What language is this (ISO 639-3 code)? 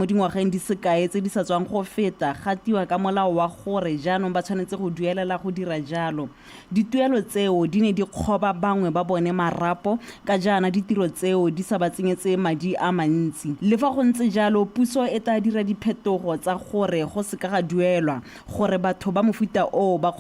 tsn